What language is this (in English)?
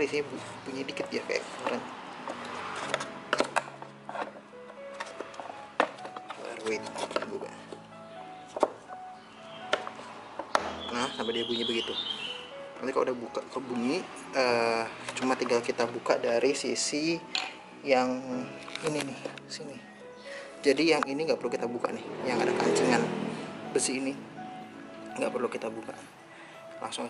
Indonesian